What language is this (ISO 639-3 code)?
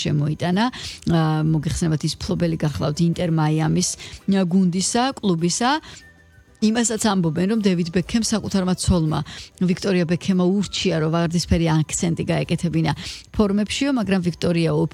kat